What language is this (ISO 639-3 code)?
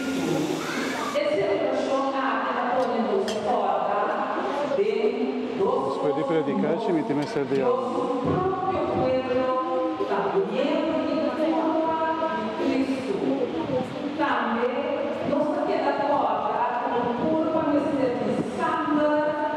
pap